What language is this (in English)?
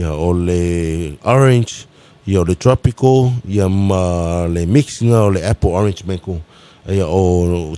Samoan